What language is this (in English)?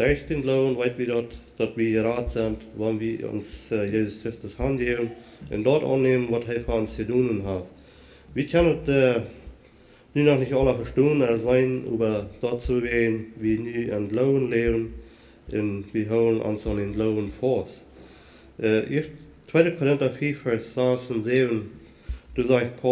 Plautdietsch